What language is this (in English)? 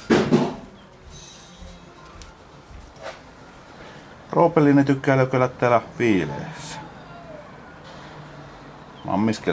Finnish